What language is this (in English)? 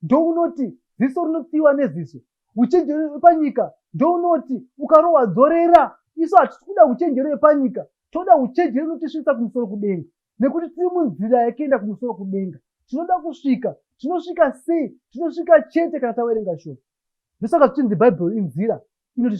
Shona